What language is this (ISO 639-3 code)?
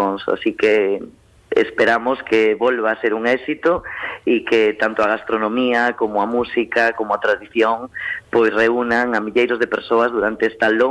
glg